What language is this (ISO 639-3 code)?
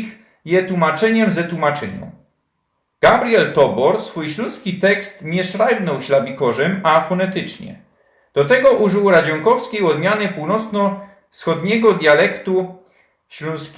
szl